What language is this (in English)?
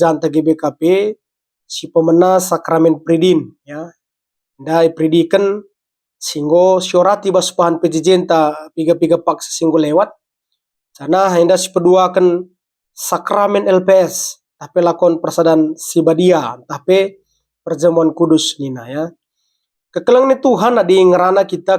Batak Karo